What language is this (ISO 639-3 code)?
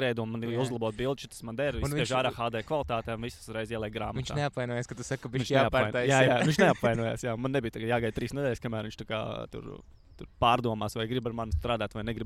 lav